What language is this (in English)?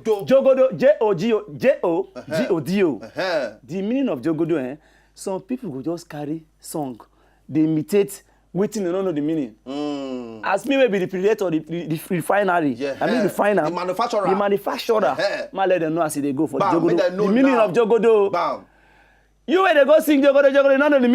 Nigerian Pidgin